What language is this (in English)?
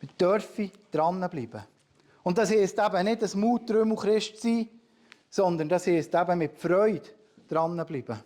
Swiss German